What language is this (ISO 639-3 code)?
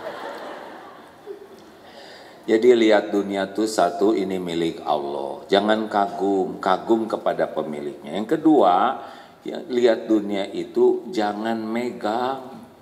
ind